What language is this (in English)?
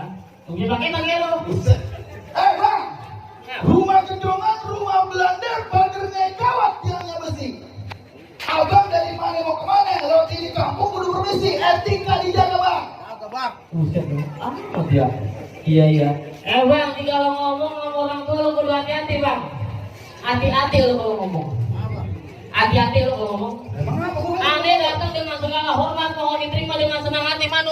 Betawi